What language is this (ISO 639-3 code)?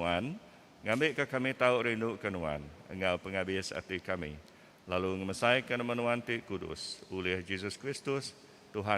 iba